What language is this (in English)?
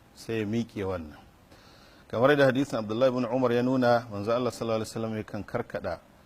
Hausa